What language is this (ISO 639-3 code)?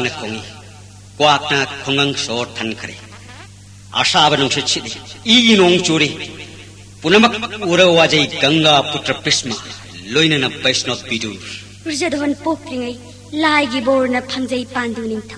mni